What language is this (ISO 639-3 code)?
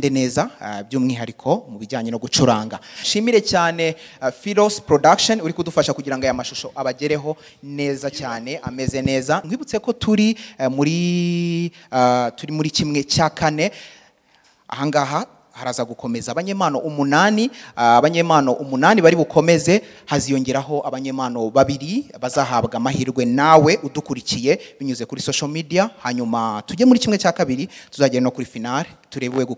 kin